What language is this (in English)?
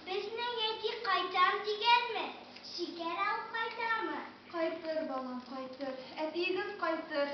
Tatar